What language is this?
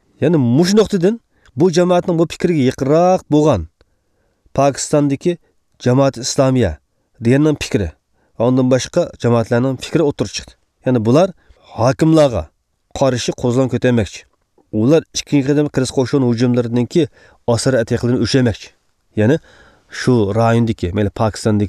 Uyghur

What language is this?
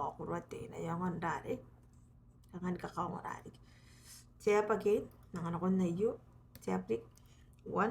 Gilbertese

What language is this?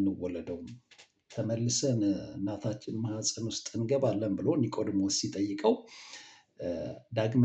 Amharic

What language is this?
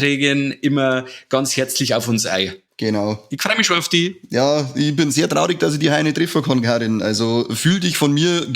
Bavarian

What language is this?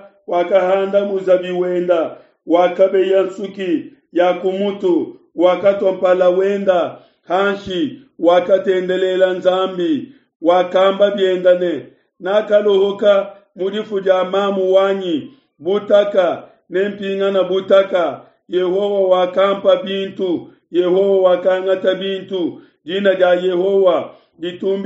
Luba-Lulua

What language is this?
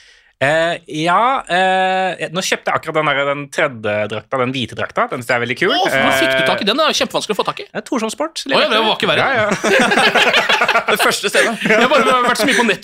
Norwegian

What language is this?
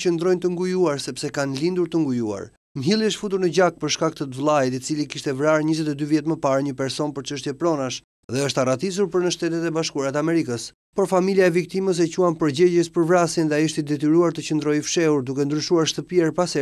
Albanian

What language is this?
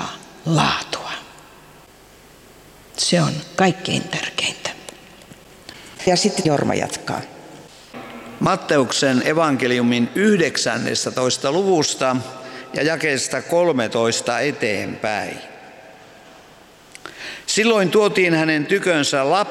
Finnish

